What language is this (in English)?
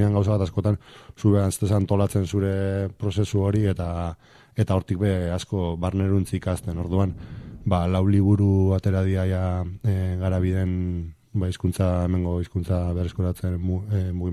Basque